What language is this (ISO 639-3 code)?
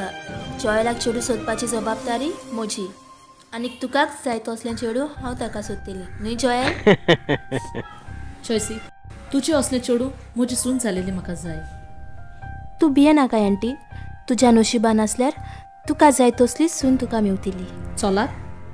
kok